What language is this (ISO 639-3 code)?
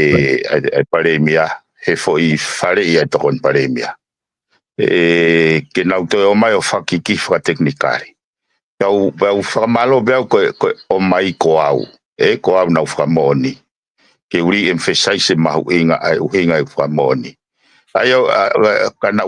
ton